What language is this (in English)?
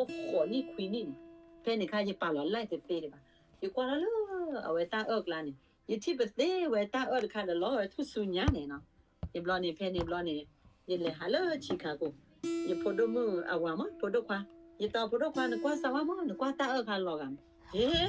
S'gaw Karen